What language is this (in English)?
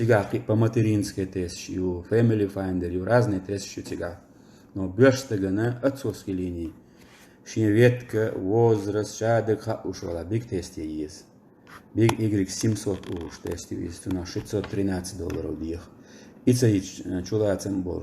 Chechen